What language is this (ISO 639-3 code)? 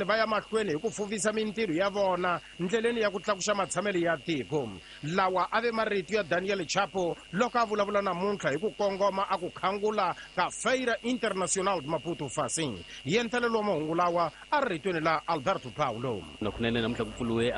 tso